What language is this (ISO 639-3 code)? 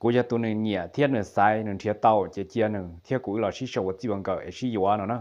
hmn